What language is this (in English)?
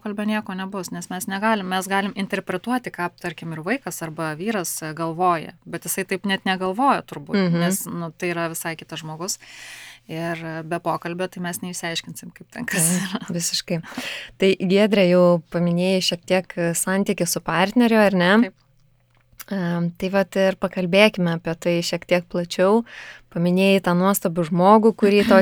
Lithuanian